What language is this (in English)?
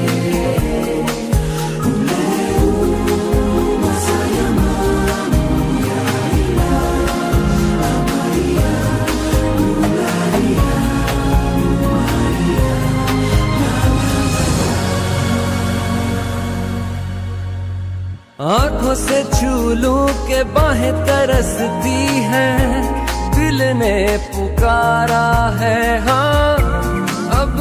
Hindi